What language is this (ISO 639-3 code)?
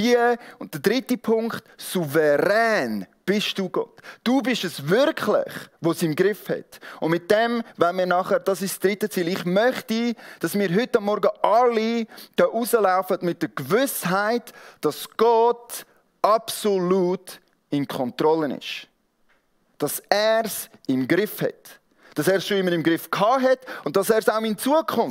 gsw